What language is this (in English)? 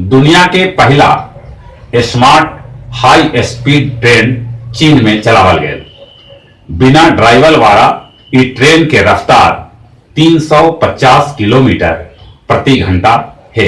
Magahi